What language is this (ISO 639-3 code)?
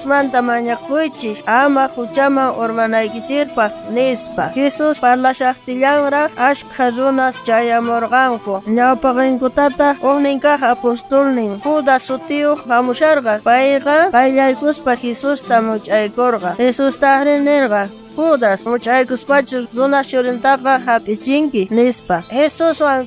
quh